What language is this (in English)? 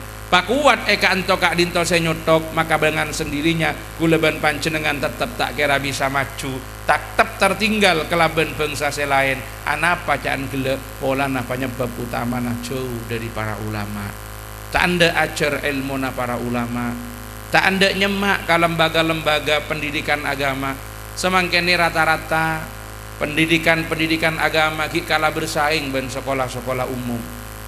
Madurese